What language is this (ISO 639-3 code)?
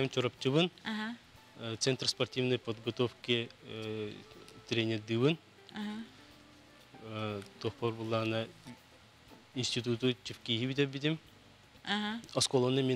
sah